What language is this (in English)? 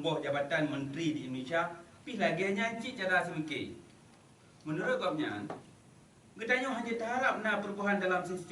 Achinese